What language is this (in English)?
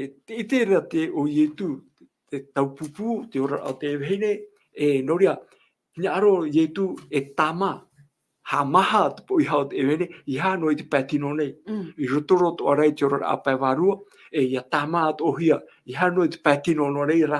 Tahitian